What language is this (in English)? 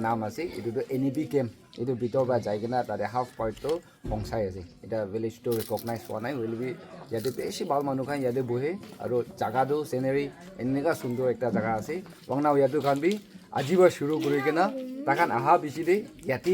Naga Pidgin